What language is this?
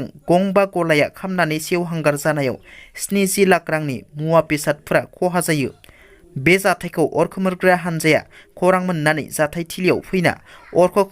Bodo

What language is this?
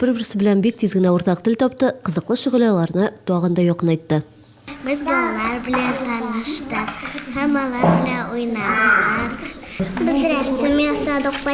Tatar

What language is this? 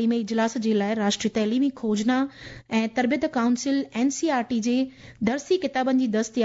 Sindhi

